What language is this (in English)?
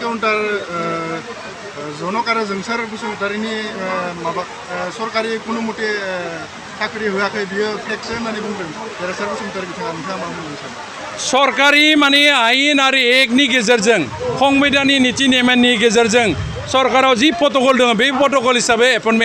Bodo